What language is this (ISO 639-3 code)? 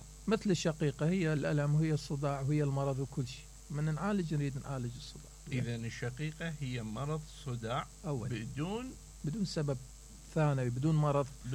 acm